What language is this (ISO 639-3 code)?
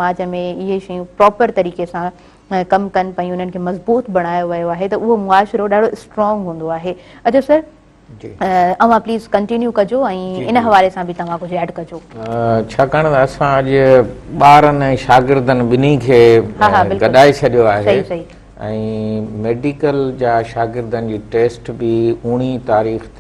snd